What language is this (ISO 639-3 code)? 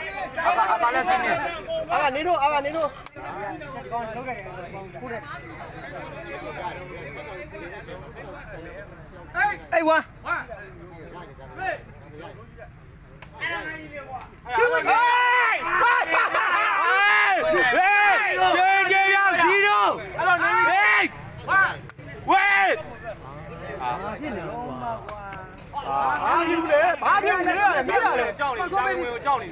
mya